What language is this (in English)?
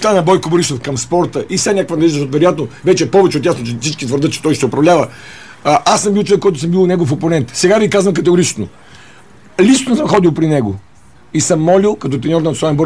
Bulgarian